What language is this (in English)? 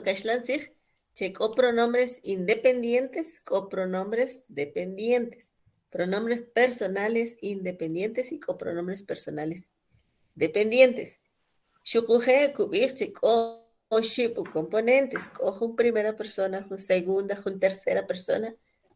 Kʼicheʼ